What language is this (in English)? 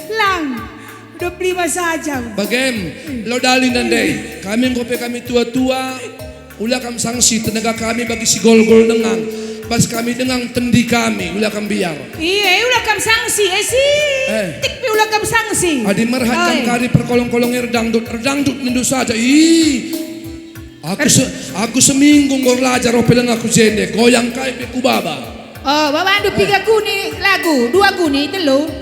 Batak Karo